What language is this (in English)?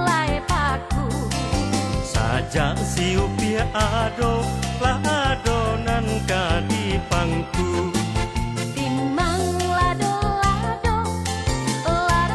Minangkabau